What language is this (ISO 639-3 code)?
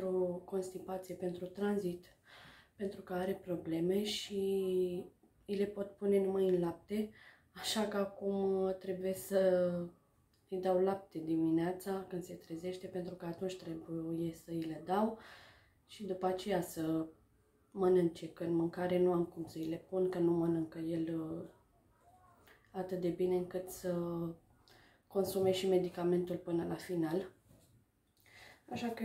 ron